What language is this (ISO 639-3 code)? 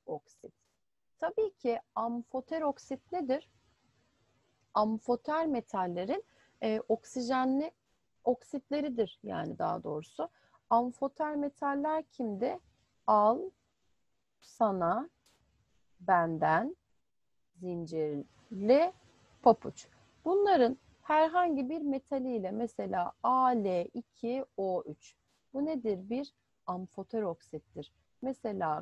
tur